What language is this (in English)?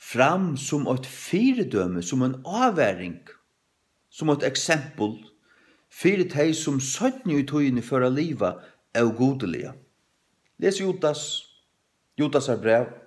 Faroese